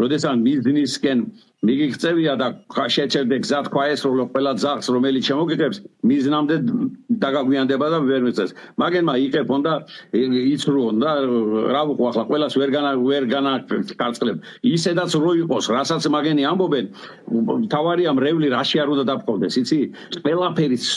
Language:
Georgian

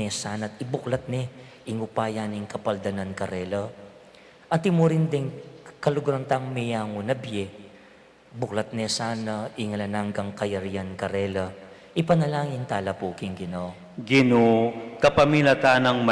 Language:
Pampanga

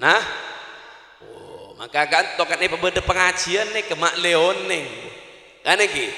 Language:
Madurese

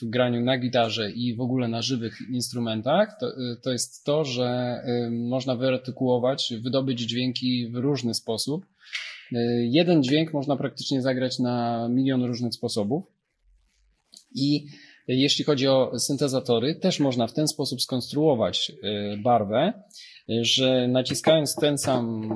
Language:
Polish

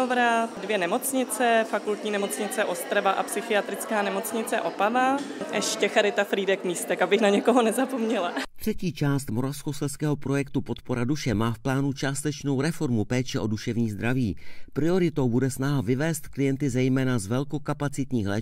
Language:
Czech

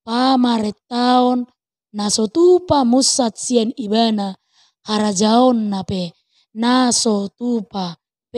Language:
Batak Toba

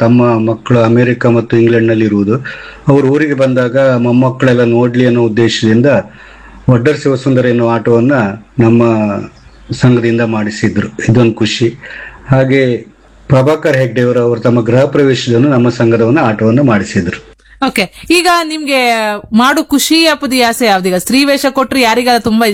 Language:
Kannada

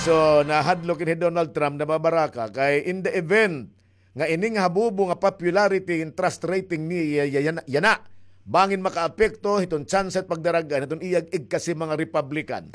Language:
Waray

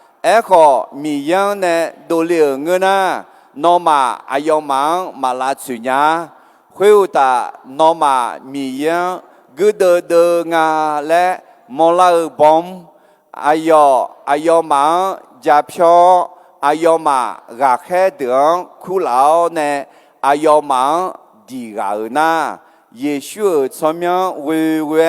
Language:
Akha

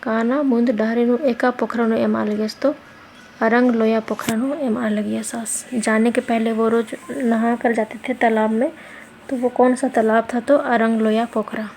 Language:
Kurukh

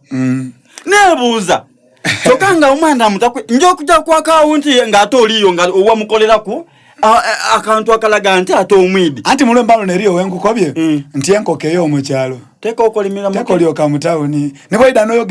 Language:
Soga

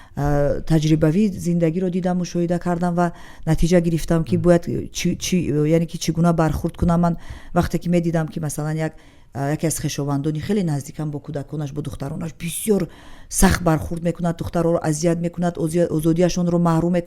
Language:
Tajik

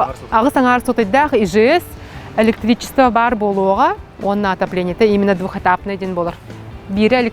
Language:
Yakut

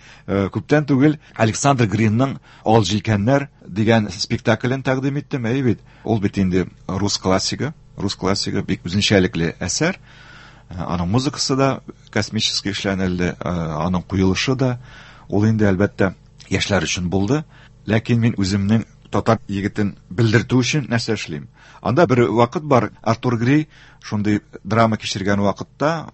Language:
Tatar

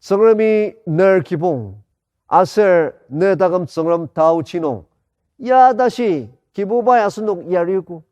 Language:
Ao Naga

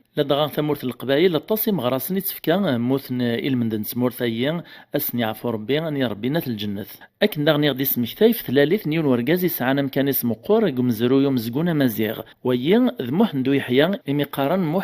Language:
Kabyle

